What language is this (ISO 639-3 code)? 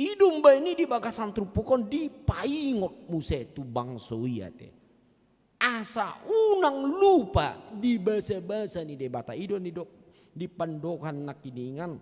bbc